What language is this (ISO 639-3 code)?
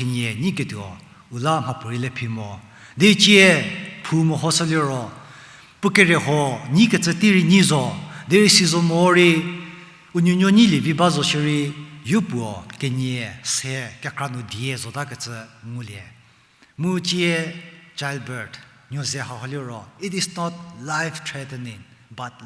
njm